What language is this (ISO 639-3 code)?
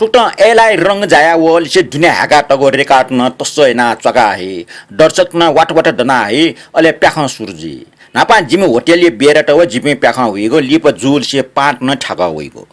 new